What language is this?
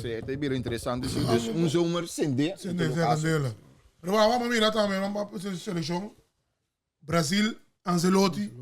Papiamento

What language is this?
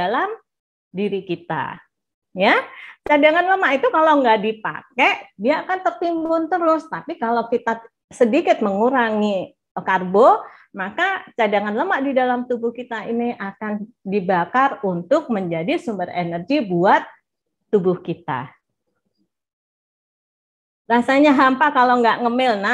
Indonesian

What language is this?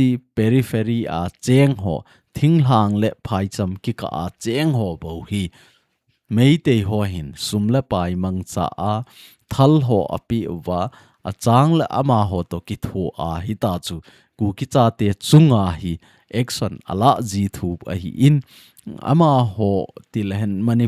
Thado Chin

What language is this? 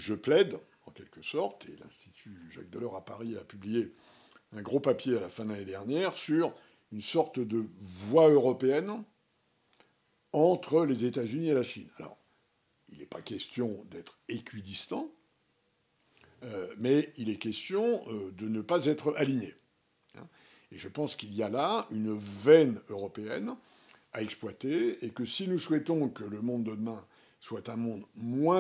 French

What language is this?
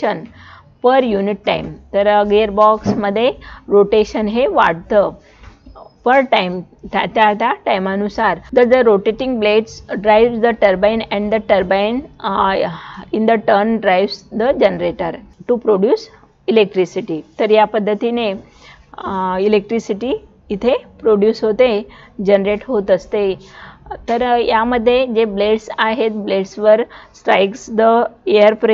Marathi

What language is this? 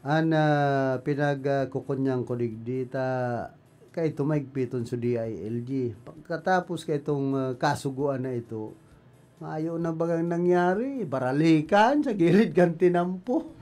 Bikol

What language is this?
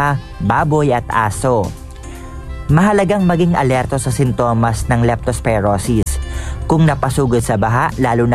Filipino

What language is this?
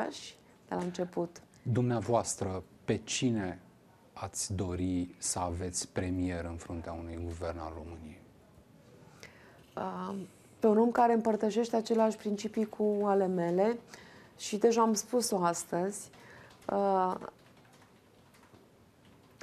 Romanian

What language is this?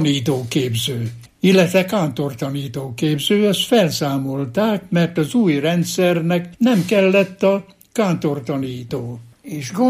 Hungarian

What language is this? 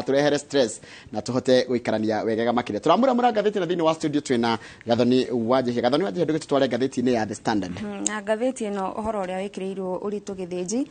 Kikuyu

